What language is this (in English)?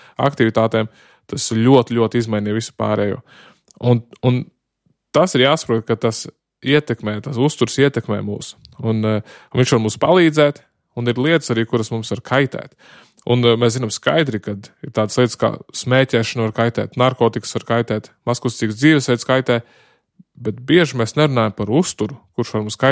Latvian